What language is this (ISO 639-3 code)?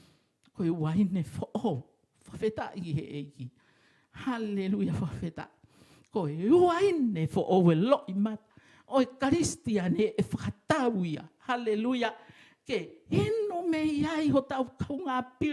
ton